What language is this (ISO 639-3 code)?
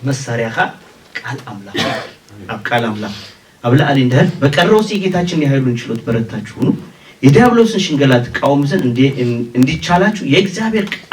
tir